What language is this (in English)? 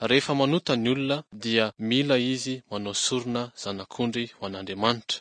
Malagasy